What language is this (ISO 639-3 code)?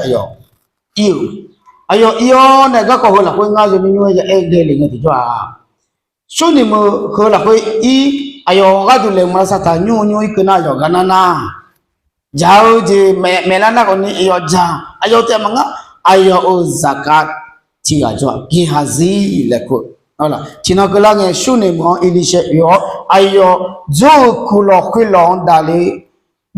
ahk